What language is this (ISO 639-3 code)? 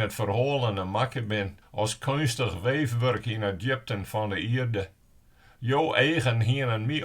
fry